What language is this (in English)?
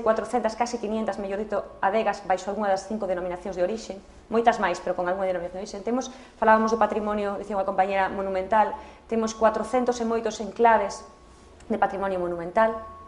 Galician